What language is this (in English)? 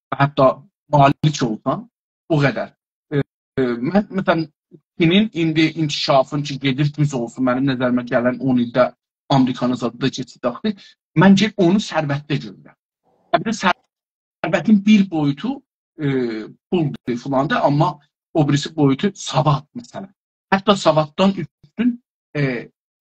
South Azerbaijani